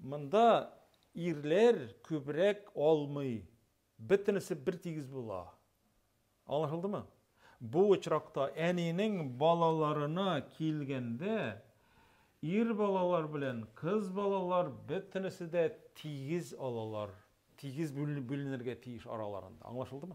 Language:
Tatar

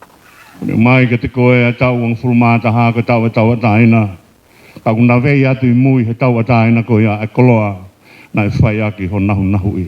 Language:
Tongan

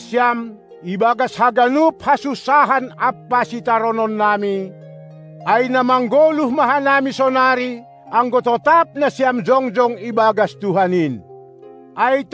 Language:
Batak Simalungun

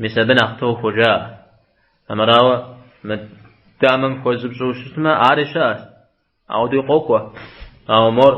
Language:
Kabardian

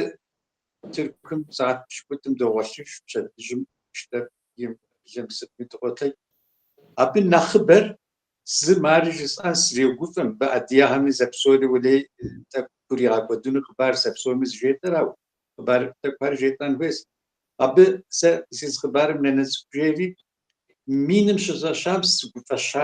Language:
Kabardian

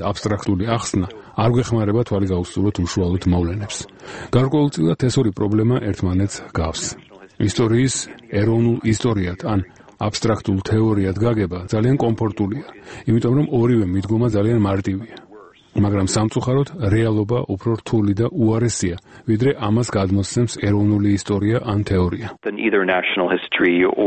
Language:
Georgian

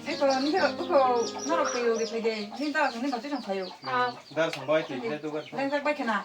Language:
Kok Borok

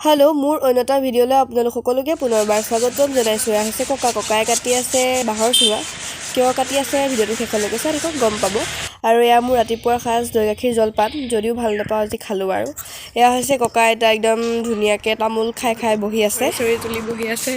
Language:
Assamese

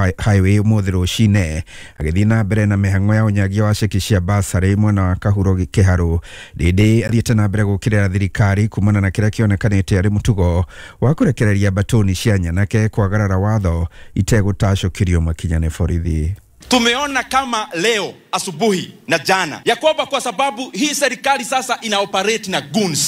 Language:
Kikuyu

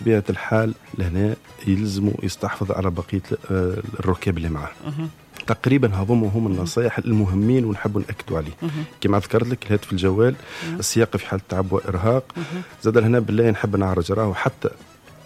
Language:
Tunisian Arabic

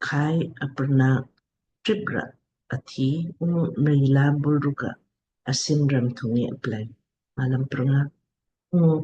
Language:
Lamkang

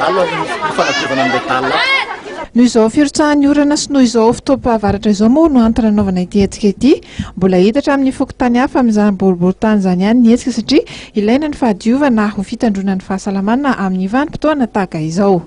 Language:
Malagasy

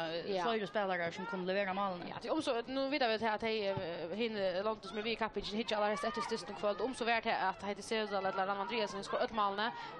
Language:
Faroese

